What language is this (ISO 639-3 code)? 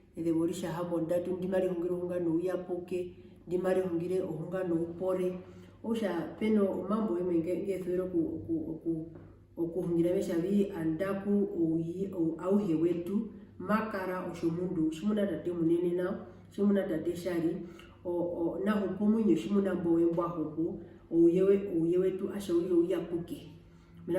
her